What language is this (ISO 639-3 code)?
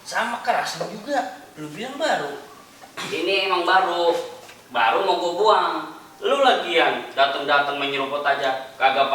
bew